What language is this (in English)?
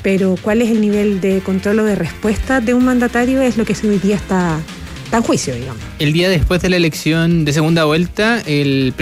Spanish